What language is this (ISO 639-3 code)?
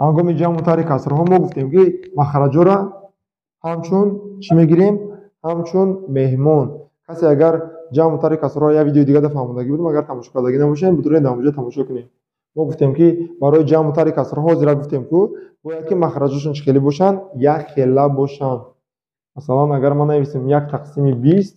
tgk